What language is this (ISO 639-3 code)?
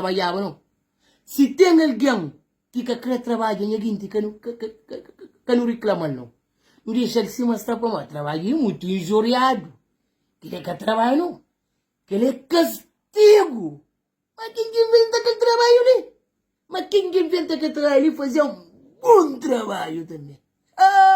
kea